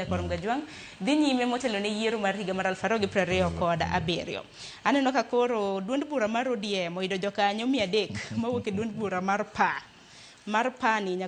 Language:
Luo (Kenya and Tanzania)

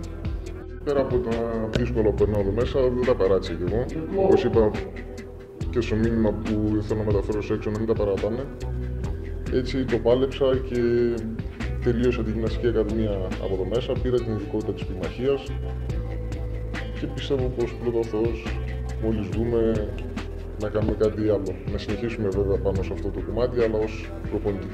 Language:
Greek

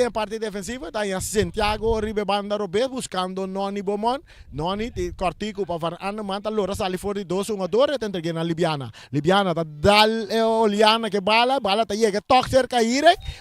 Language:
Papiamento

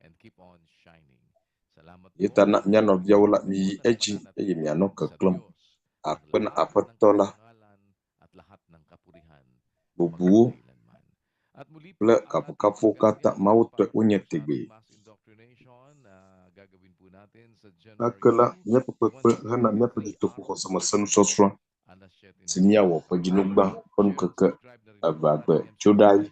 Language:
Ewe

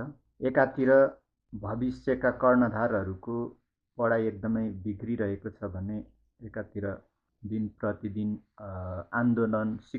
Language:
Nepali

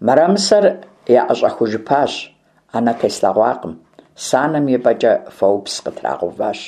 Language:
Kabardian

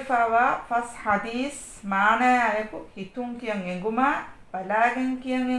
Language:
Divehi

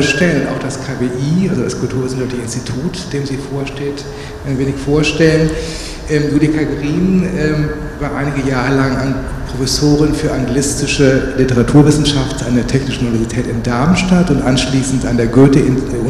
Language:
German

